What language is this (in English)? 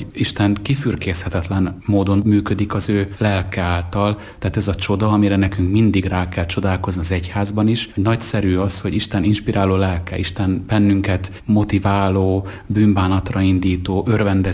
Hungarian